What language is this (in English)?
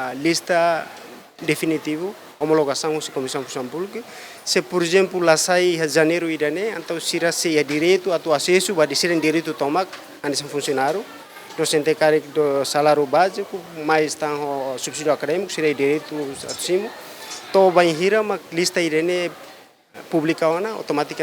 Tetum